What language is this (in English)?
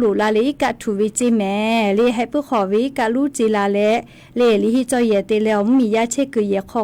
Lahu